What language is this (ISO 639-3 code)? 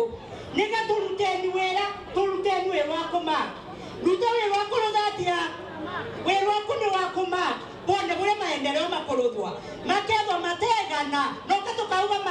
mer